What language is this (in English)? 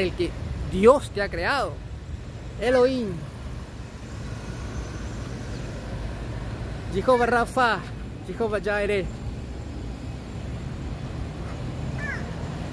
Spanish